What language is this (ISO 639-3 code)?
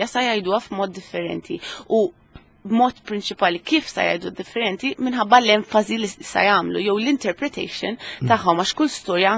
mlt